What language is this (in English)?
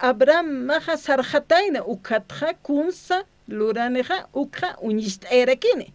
Aymara